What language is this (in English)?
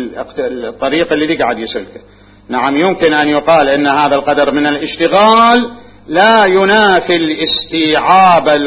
Mesopotamian Arabic